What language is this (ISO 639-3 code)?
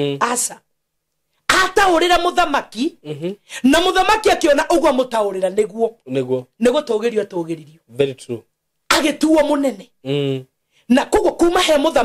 kik